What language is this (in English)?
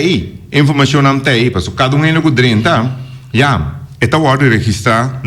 Papiamento